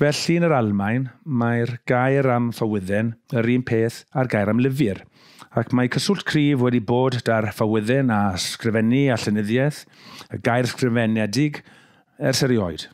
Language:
Welsh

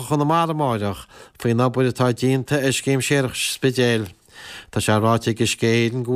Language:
Irish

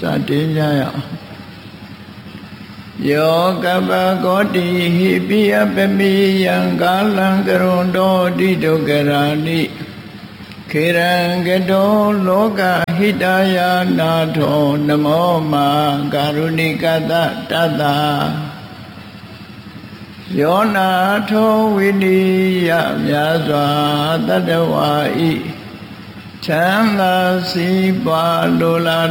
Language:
Burmese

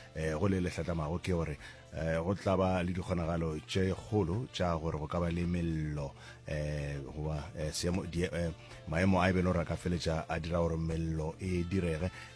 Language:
Northern Sotho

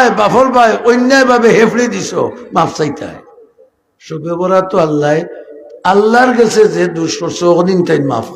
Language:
Sylheti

